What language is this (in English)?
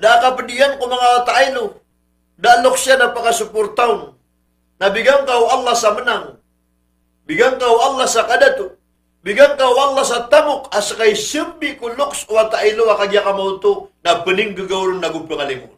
Maranao